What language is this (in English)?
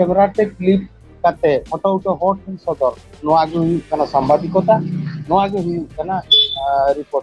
Santali